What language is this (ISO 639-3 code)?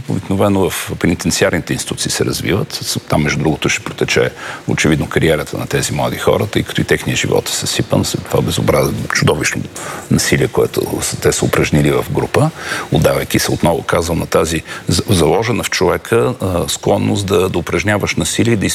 bul